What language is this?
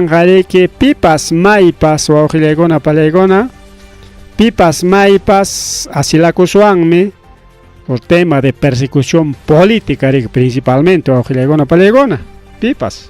Ayacucho Quechua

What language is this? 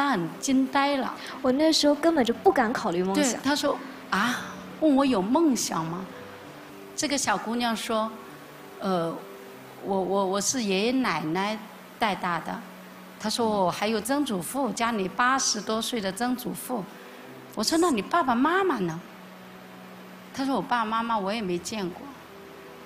Chinese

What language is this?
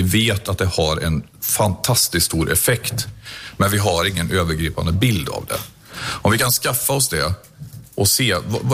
Swedish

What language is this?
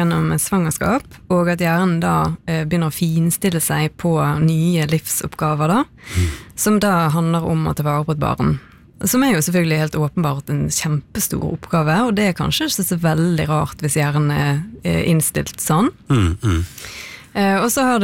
Norwegian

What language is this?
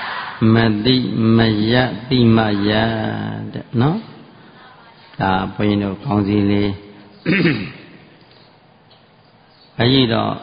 Burmese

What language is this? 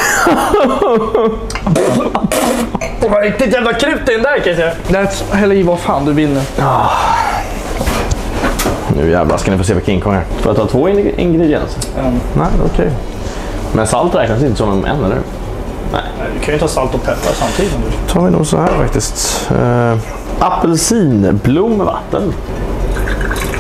Swedish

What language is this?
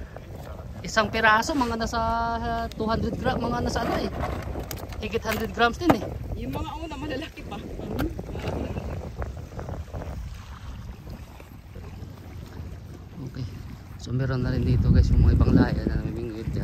Filipino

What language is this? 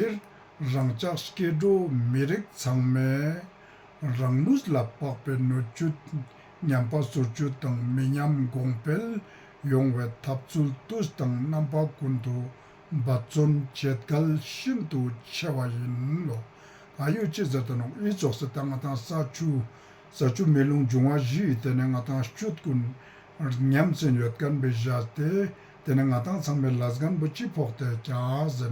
Ladakhi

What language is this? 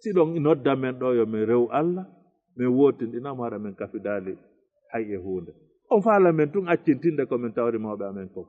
Fula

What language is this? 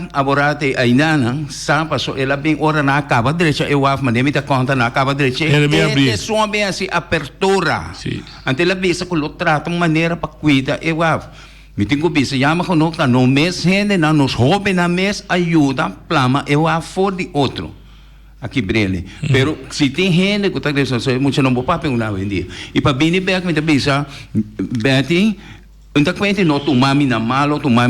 Papiamento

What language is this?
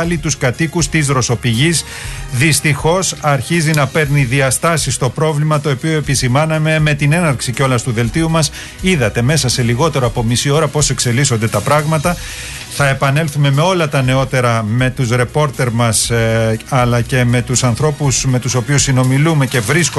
Greek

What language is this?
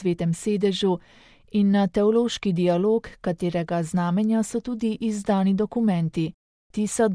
Slovenian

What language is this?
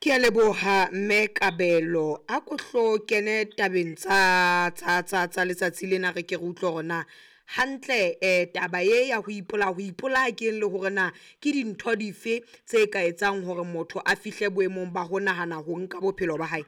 Southern Sotho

